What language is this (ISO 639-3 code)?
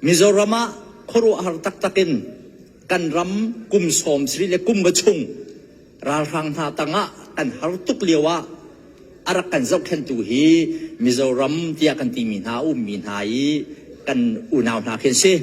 cnh